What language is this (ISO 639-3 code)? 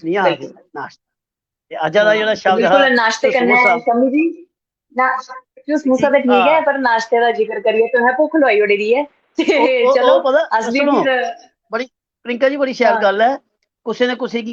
doi